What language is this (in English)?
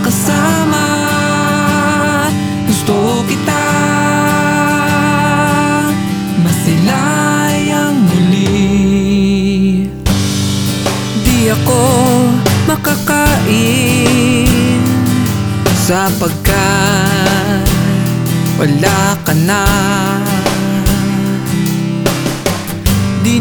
Filipino